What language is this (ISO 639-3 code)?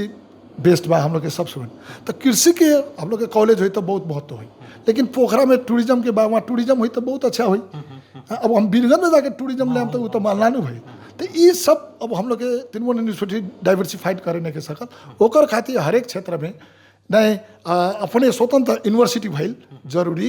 mai